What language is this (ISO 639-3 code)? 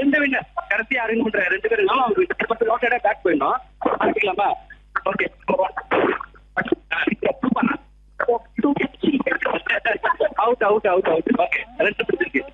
tam